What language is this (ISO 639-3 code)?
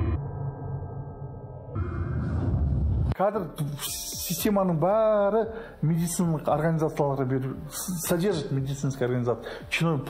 kaz